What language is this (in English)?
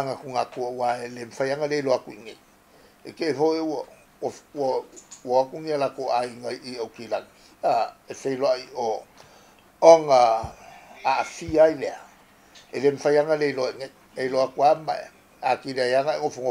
Samoan